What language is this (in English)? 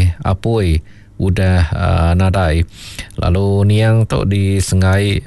Iban